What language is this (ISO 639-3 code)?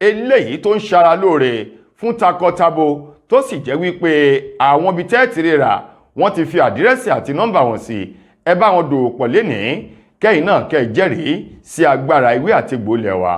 yor